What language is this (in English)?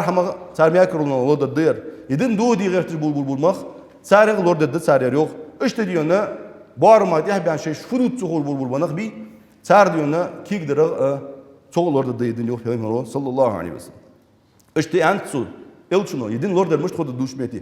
Ingush